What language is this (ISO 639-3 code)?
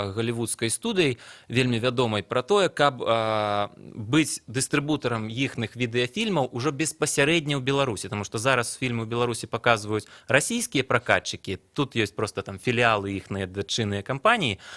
bel